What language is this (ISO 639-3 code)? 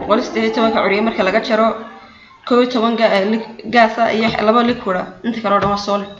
som